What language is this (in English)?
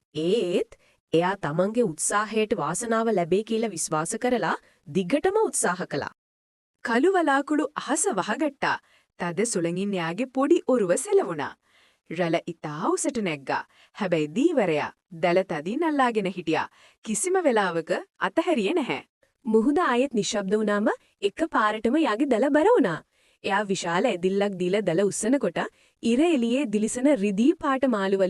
Sinhala